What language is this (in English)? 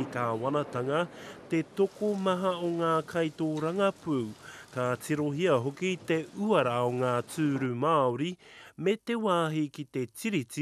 Māori